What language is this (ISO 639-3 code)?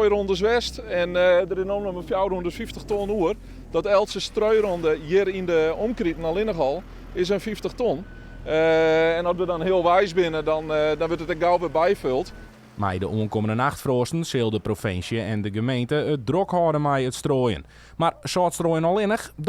fry